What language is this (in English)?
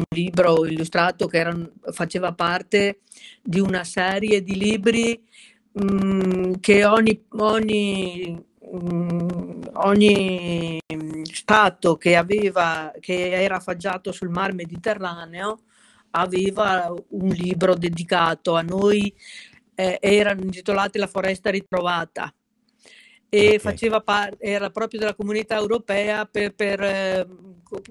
Italian